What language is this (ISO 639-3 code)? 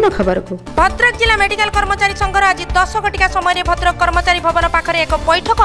ori